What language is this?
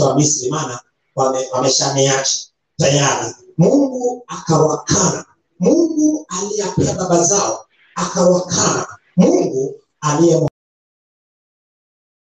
Swahili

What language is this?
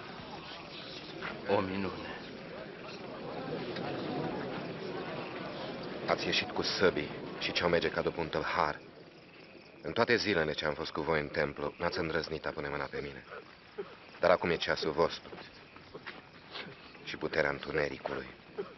Romanian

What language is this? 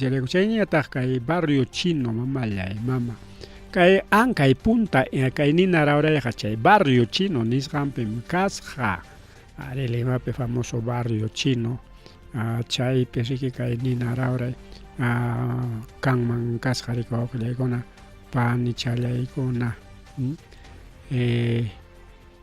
Ayacucho Quechua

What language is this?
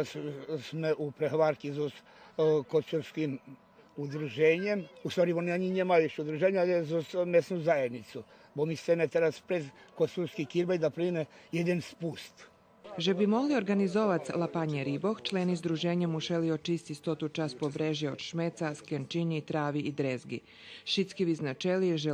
Rusyn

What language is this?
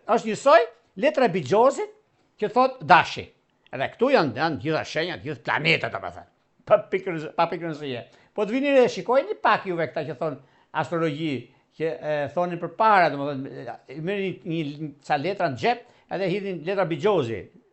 Albanian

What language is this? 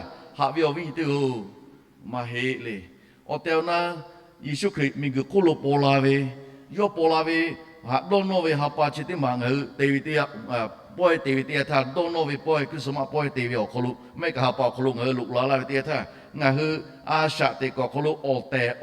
Lahu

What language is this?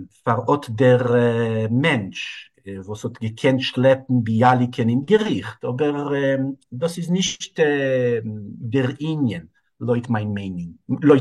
Yiddish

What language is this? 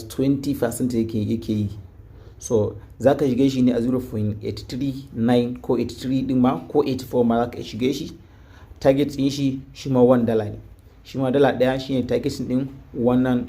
Hausa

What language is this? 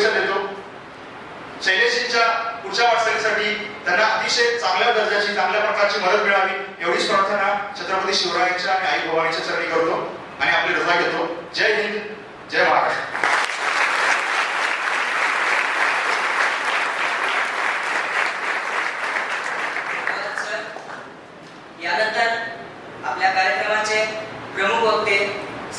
Marathi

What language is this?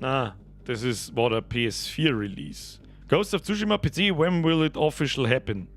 Bavarian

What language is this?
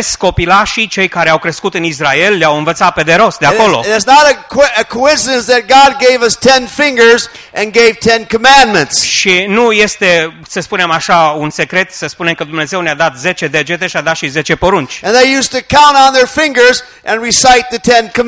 Romanian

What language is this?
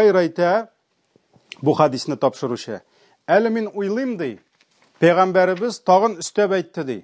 Tatar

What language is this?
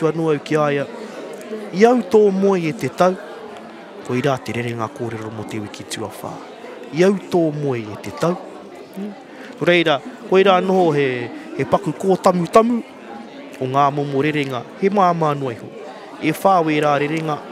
Māori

